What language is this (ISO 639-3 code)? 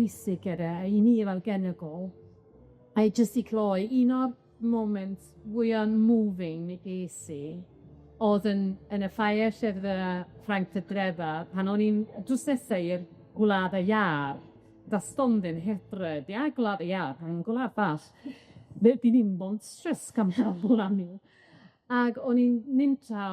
cym